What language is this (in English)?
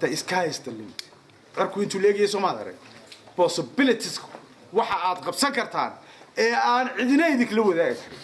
Somali